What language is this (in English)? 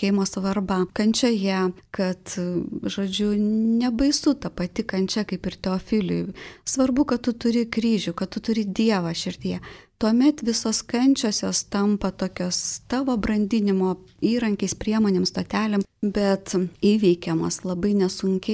Lithuanian